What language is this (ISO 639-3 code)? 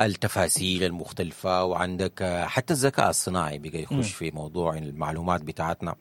apd